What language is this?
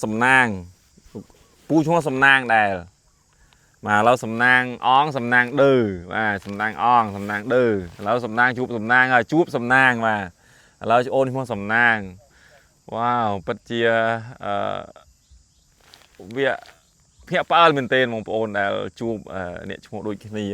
Khmer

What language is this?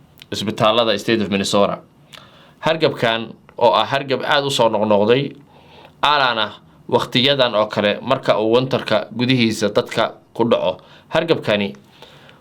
Somali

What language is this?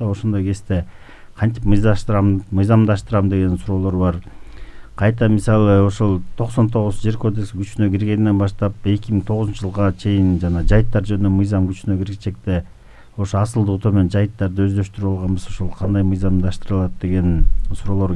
Kyrgyz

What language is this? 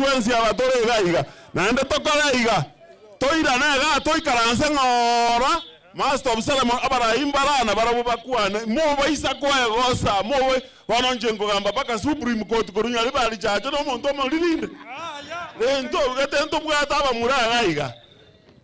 Gusii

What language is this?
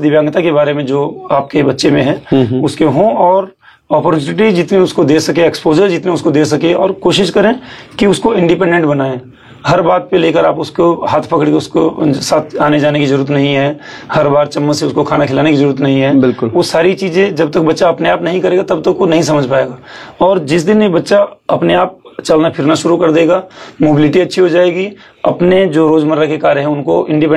Hindi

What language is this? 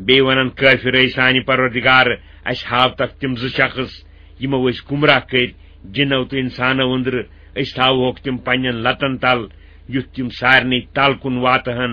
Kashmiri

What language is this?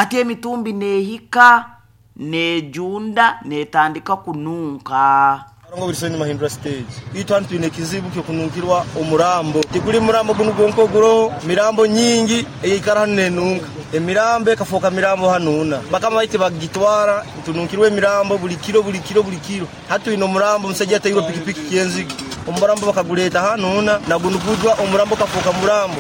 Nyoro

